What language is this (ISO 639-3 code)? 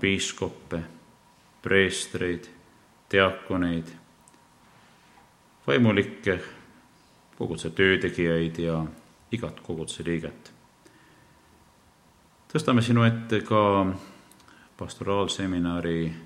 est